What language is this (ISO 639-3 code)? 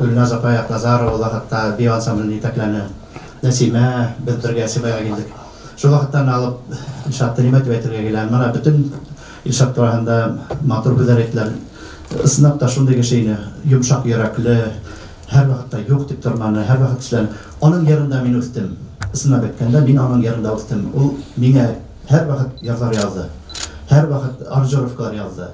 bak